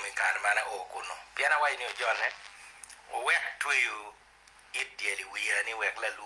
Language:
Acoli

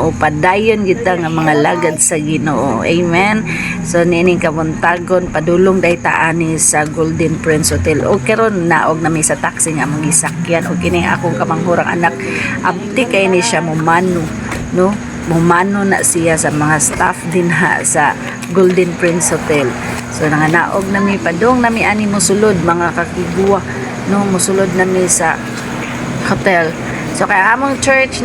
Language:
Cebuano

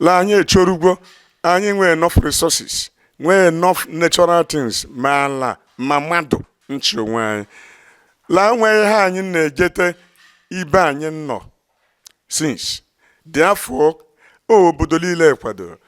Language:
Igbo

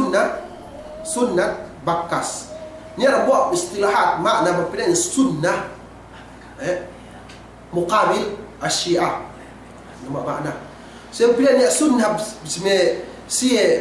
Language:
Yakan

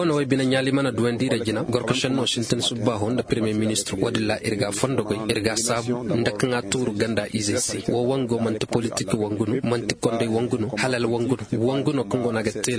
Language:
Koyraboro Senni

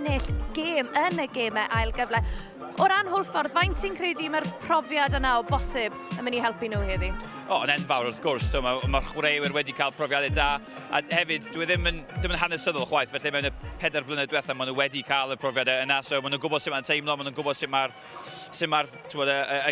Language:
Welsh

